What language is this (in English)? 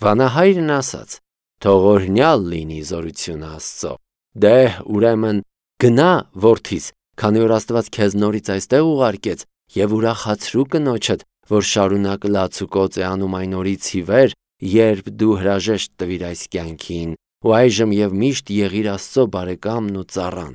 Armenian